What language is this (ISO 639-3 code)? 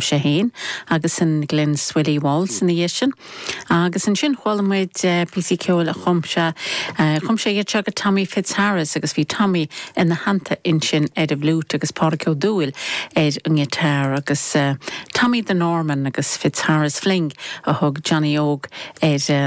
gle